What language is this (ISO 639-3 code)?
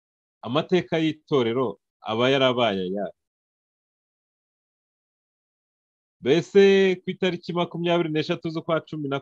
kin